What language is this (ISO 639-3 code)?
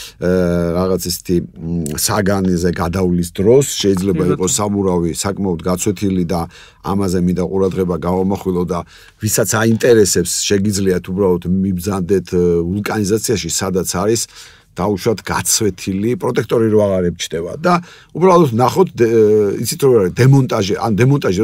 kat